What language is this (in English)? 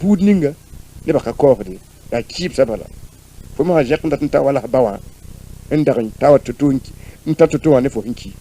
Mossi